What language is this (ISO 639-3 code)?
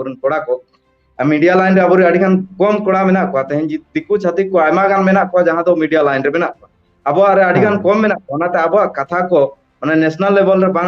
sat